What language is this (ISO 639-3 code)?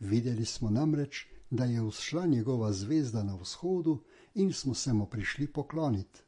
slv